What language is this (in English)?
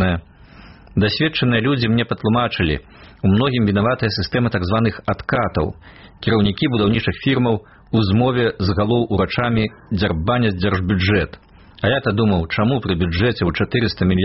Belarusian